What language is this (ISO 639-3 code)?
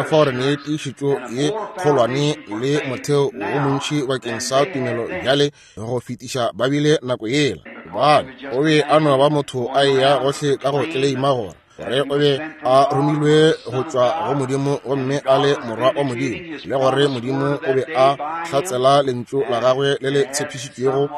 nso